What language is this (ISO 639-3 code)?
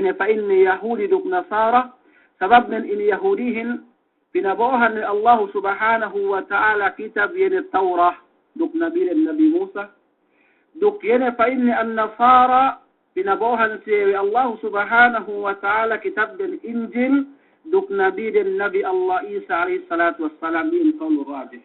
yka